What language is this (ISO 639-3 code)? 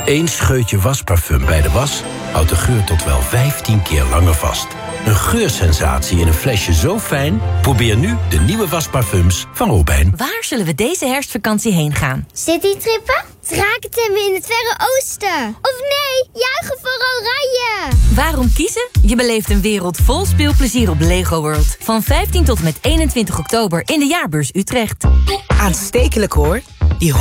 nld